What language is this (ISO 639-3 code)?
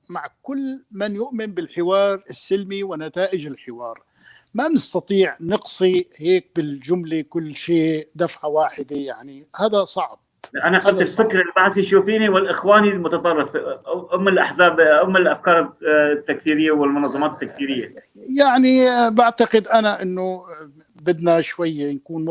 apc